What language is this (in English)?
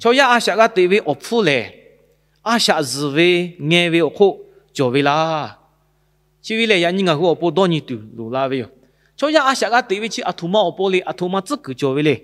Lahu